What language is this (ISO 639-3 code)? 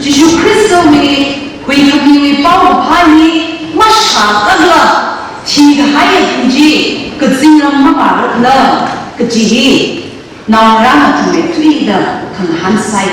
nmf